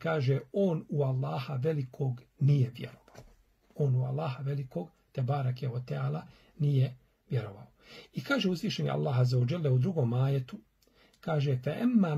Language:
Bosnian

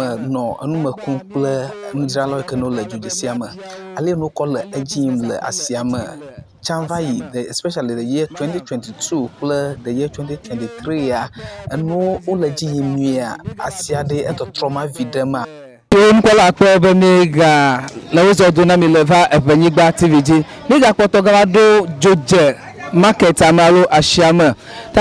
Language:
Ewe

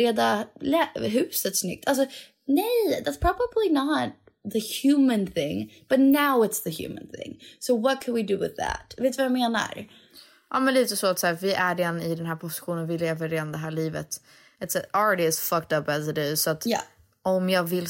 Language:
Swedish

